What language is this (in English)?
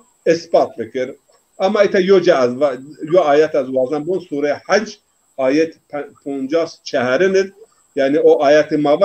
Zaza